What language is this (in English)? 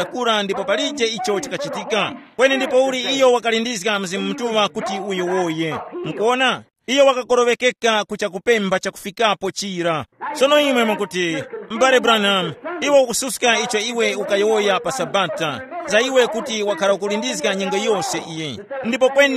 Tumbuka